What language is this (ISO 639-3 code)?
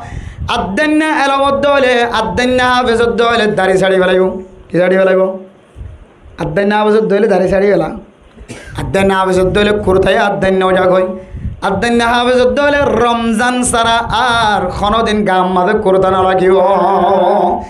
rhg